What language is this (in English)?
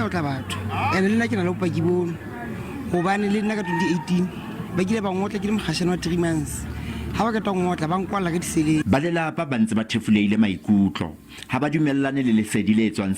Southern Sotho